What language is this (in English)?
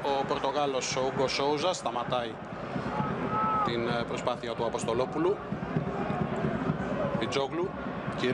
Greek